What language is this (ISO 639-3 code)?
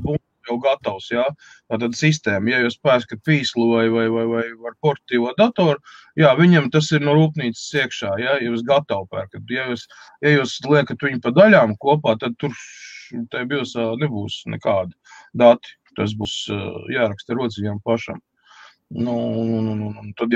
lav